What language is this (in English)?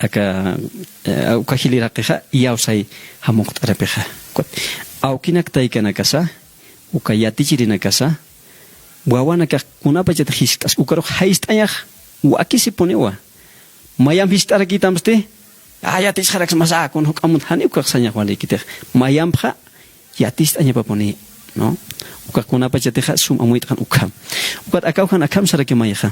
Aymara